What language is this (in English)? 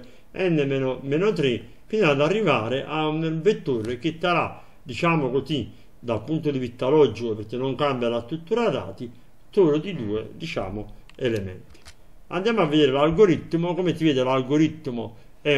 Italian